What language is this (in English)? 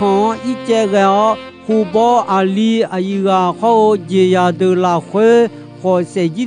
Akha